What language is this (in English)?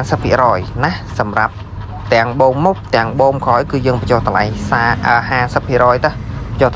Khmer